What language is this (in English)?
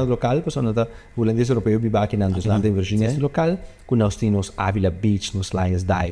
Papiamento